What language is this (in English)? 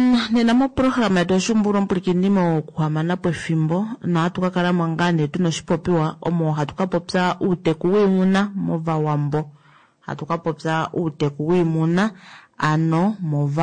Kuanyama